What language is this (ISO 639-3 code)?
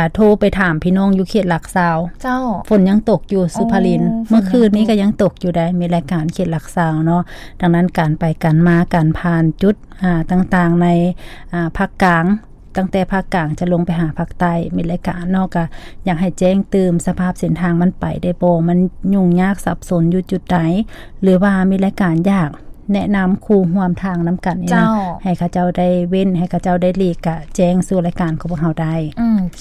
lao